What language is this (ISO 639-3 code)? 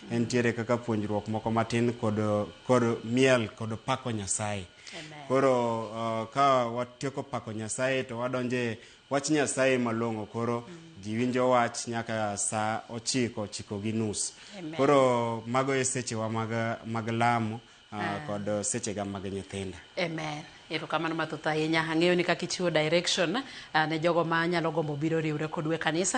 luo